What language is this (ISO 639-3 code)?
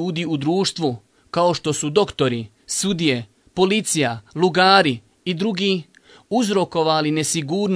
bos